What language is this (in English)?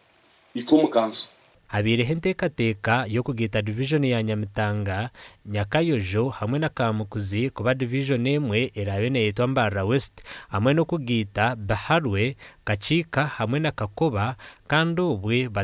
Nyankole